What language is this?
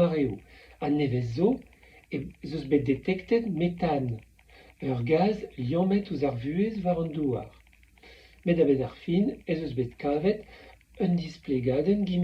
Breton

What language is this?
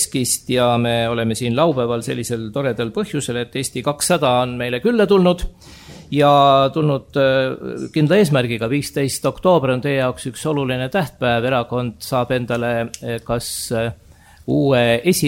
Estonian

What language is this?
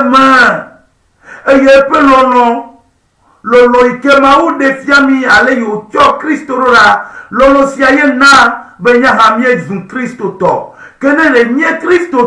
Ewe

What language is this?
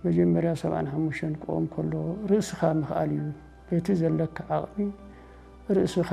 Tigrinya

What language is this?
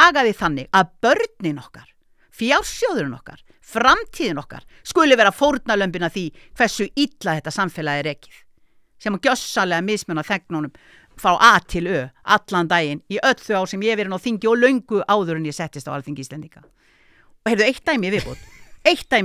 Icelandic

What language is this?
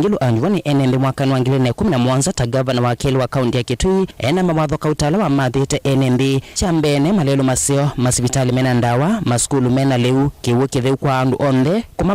Kamba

